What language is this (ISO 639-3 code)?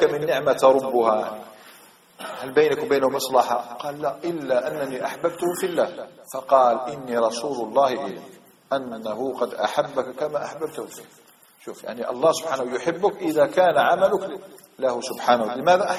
ara